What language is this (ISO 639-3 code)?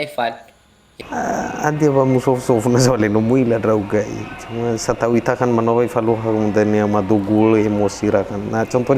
nia